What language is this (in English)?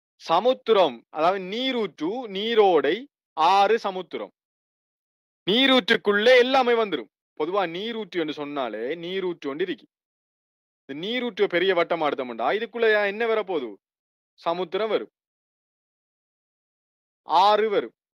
Tamil